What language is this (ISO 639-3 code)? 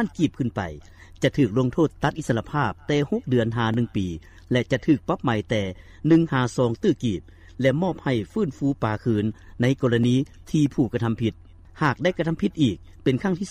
lao